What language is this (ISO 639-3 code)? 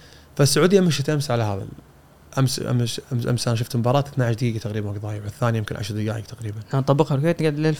afb